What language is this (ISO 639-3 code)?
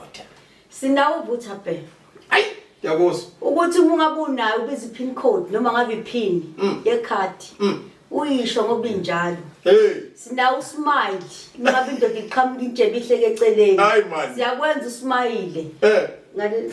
zul